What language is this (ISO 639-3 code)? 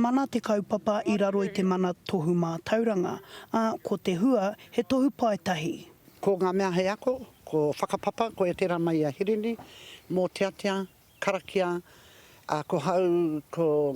mri